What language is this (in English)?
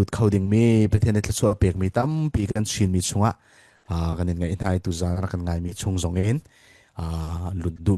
Falam Chin